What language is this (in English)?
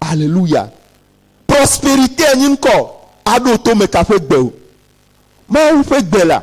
Ewe